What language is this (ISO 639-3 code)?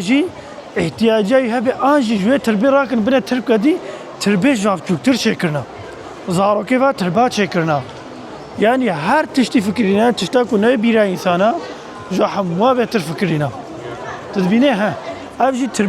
kur